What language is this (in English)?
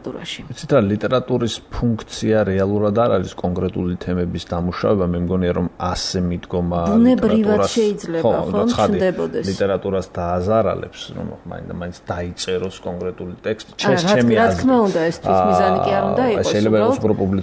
Georgian